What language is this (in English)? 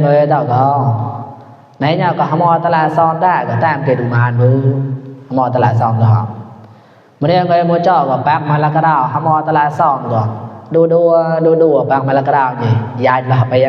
Mon